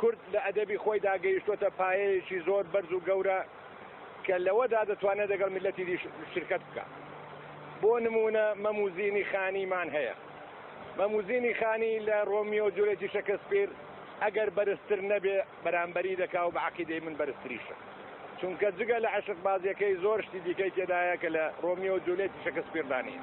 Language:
Central Kurdish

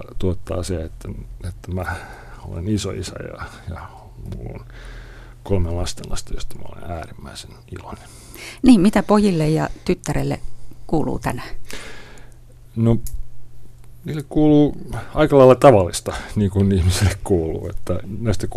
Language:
Finnish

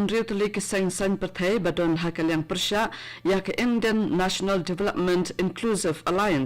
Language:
Khasi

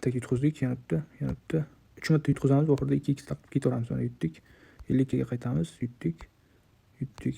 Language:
Uzbek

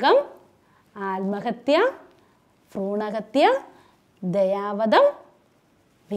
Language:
Malayalam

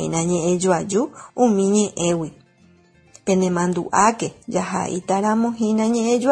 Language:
Guarani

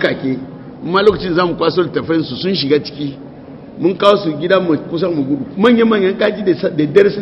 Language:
Hausa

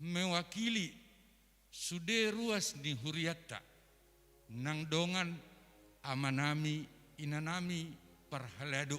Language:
Batak Toba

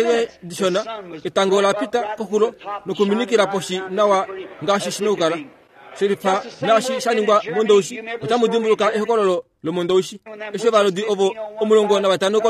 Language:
Kuanyama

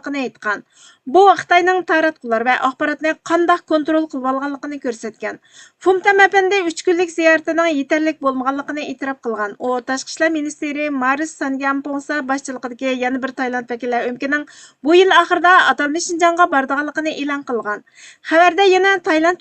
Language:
Uyghur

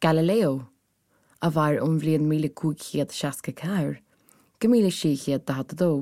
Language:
Irish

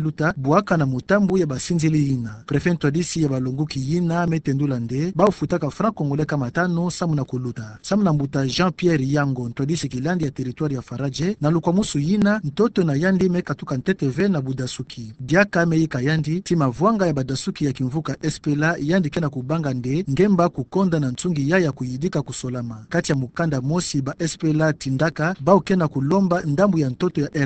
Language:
Kituba (Democratic Republic of Congo)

